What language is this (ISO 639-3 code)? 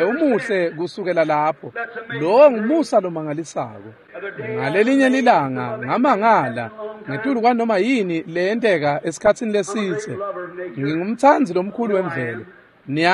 ssw